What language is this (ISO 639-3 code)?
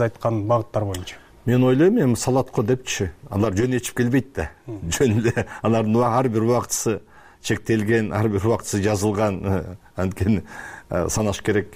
kir